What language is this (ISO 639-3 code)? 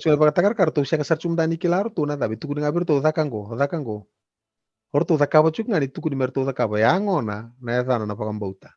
fij